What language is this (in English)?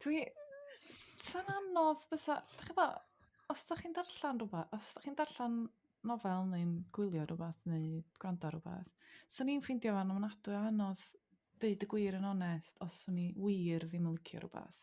Welsh